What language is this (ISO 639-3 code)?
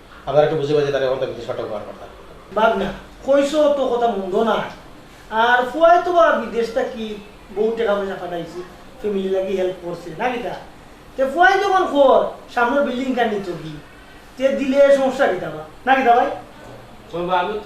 syl